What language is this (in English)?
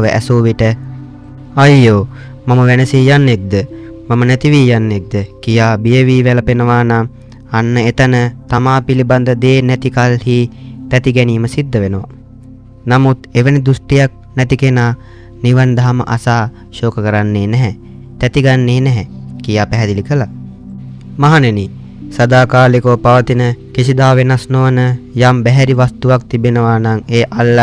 Sinhala